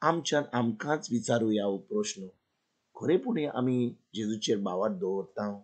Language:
Konkani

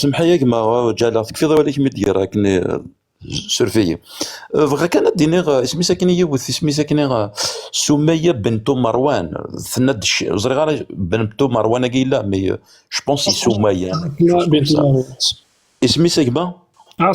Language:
Kabyle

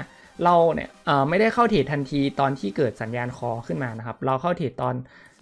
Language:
Thai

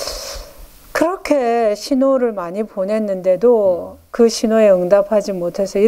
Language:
Korean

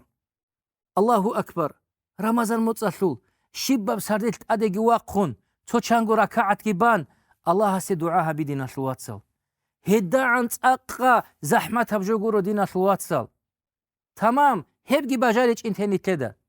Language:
Avaric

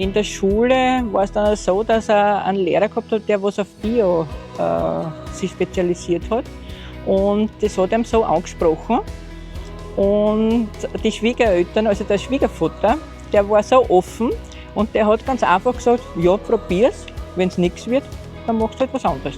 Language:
Bavarian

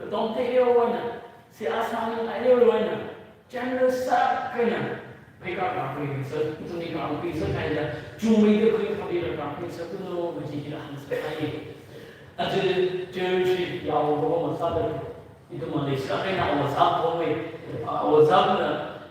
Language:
Tangkhul Naga (India)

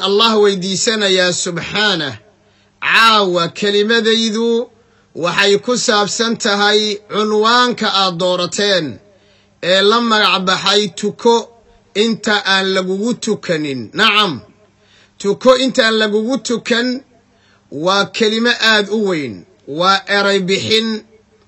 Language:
Somali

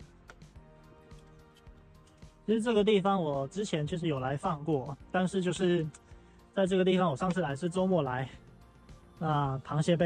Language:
Chinese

